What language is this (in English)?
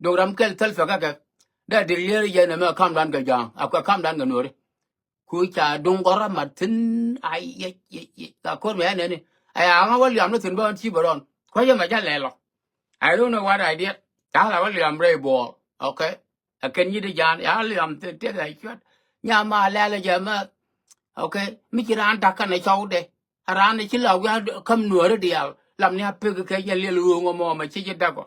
Nuer